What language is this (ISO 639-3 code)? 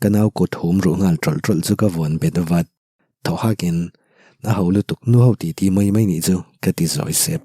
lus